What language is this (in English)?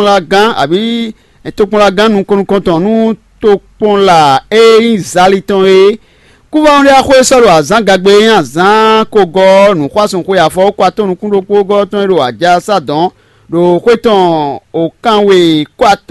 Fon